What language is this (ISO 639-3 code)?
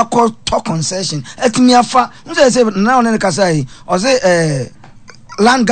aka